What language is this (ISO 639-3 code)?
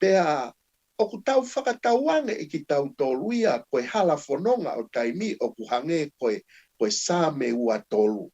ton